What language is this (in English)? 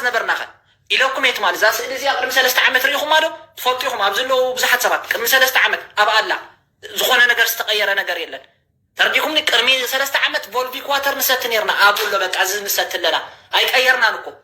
Tigrinya